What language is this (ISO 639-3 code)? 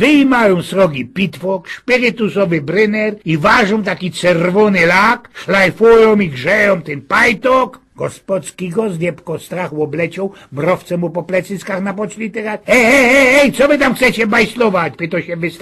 szl